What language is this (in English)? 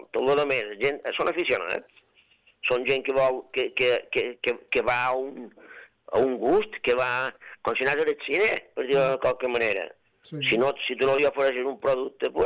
Catalan